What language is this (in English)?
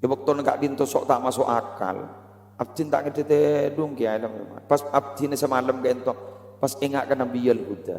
Madurese